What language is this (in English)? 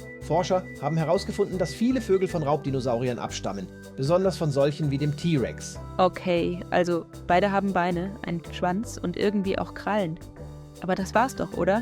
Swiss German